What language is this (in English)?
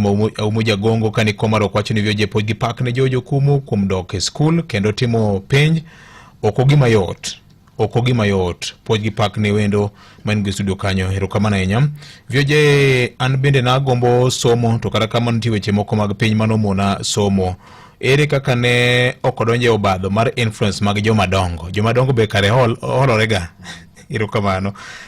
Luo (Kenya and Tanzania)